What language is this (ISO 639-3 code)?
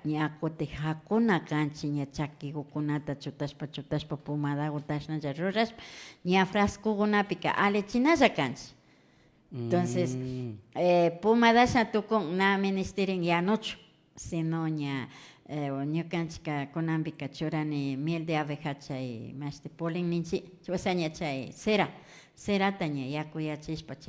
qvi